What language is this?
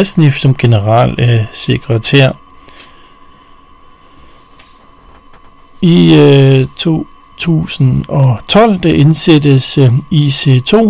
Danish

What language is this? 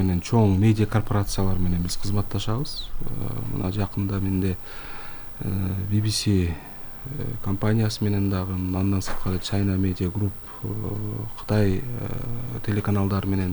Kyrgyz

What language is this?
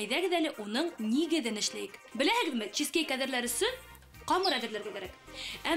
Bashkir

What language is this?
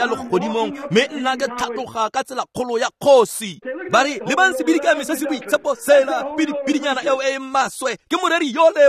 Tswana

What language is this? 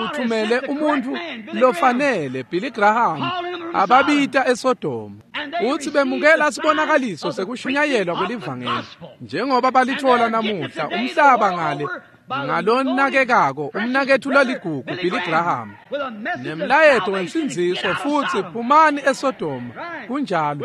Swati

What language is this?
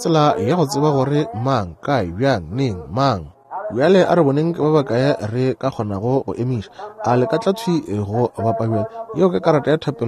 Northern Sotho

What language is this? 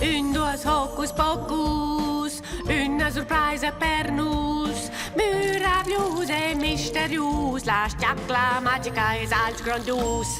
Romansh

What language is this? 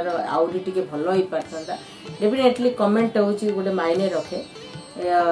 Odia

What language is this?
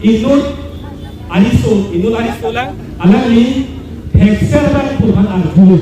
Karbi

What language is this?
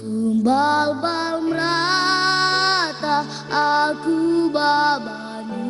Batak Karo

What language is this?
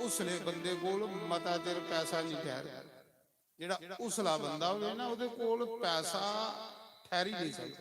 Dogri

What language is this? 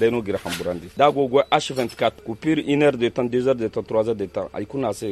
Zarma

